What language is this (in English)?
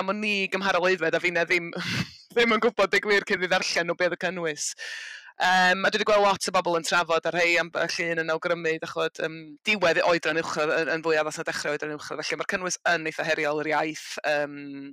Welsh